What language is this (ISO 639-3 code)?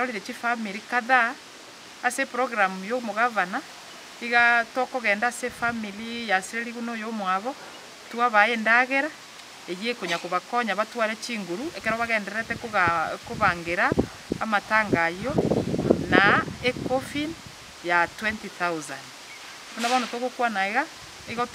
guz